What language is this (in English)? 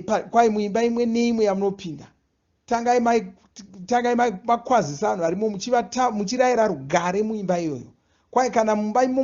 Shona